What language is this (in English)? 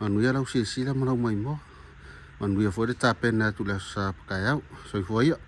Samoan